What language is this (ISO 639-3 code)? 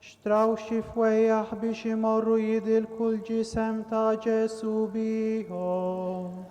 mlt